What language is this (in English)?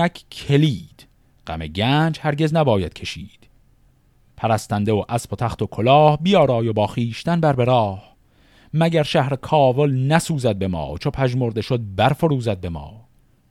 Persian